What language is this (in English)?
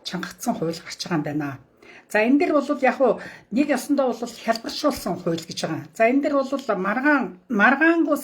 Mongolian